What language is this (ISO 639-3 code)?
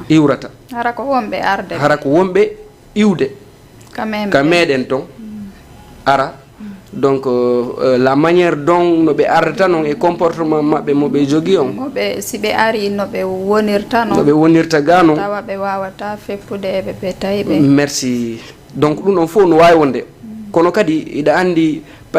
ful